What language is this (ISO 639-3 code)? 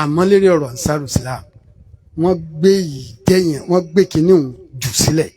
yor